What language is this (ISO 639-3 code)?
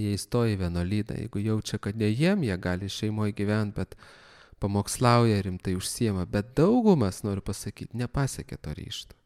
lit